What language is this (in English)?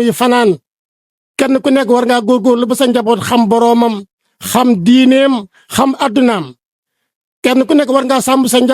Wolof